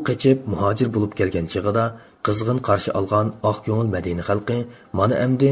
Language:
Uyghur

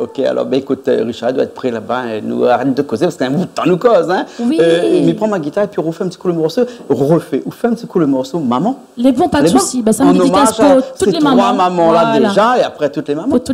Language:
Réunion Creole French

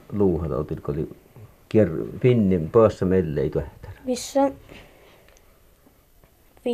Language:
Finnish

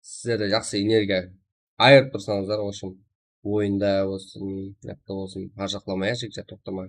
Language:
Kara-Kalpak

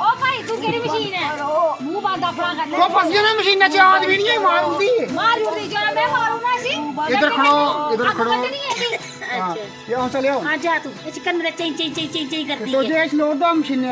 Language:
Dogri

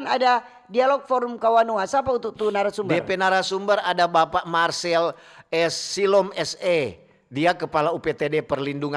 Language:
Manado Malay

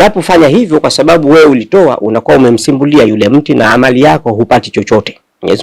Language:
Swahili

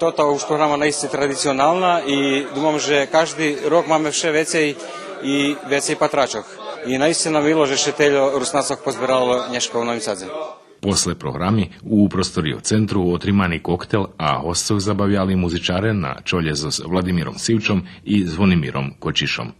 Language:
Rusyn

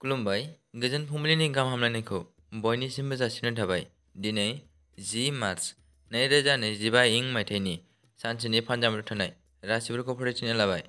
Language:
Bodo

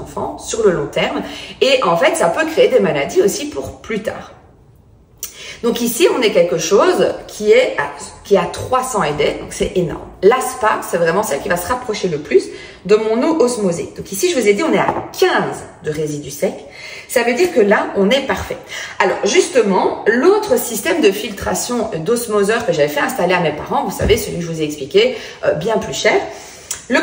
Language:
French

